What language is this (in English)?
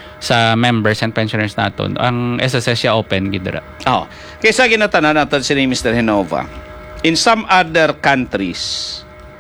Hiligaynon